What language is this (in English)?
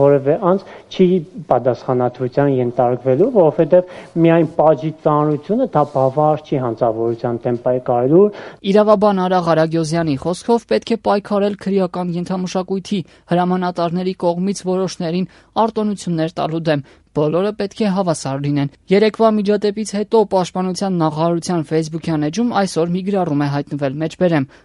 Armenian